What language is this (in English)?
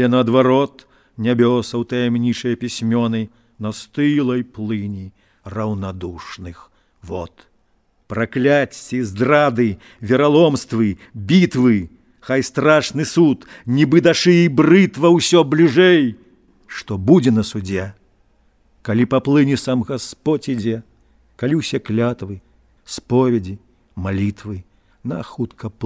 Belarusian